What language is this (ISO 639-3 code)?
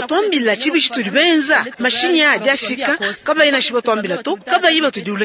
lua